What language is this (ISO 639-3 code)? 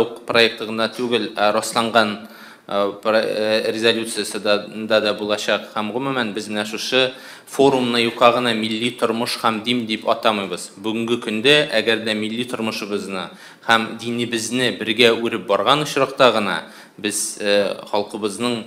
tat